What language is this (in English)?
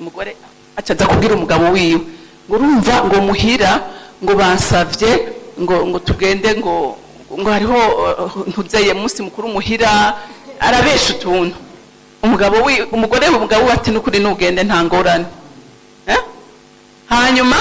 Rundi